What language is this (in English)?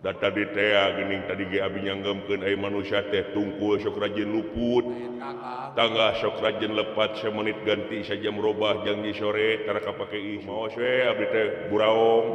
Sundanese